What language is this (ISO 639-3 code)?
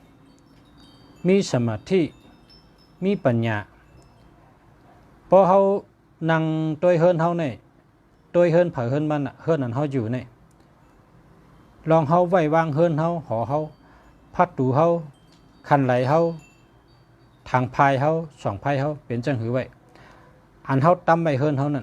shn